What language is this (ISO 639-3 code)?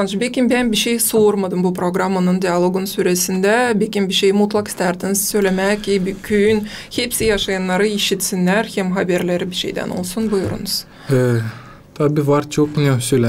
gag